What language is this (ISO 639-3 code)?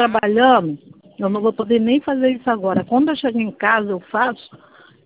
por